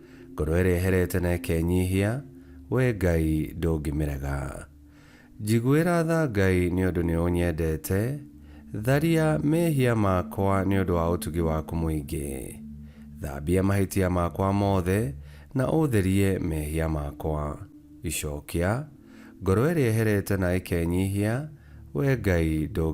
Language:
Kikuyu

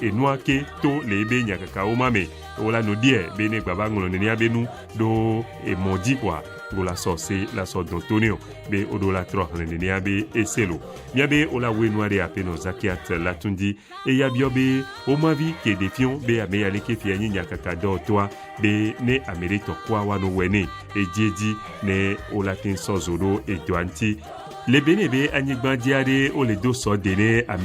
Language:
Ewe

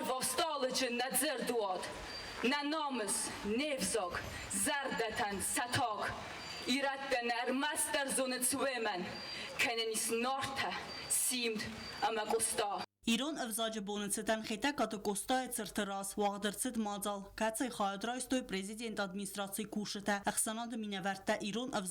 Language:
Ossetic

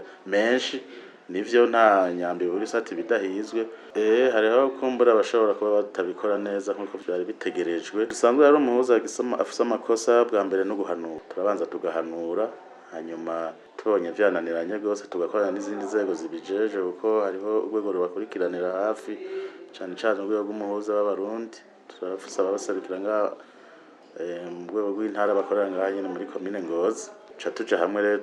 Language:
Rundi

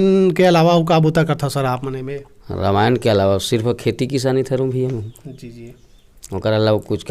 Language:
Chhattisgarhi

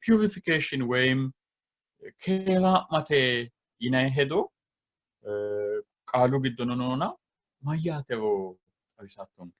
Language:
Sidamo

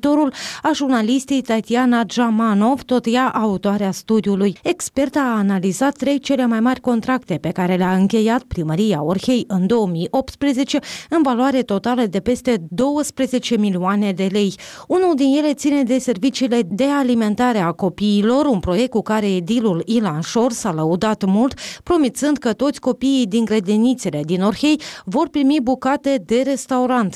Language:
Romanian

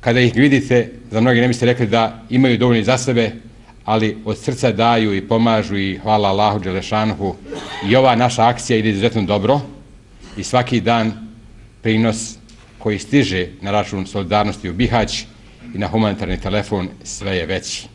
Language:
Bosnian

